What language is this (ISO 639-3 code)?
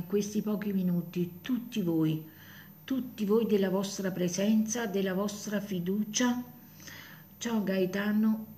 ita